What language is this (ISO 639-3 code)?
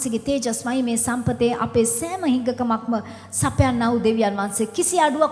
sin